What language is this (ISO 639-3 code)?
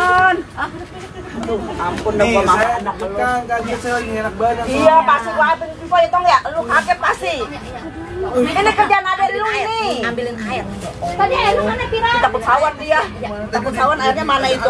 bew